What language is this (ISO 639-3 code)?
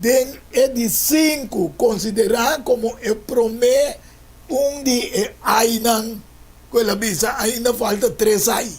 pap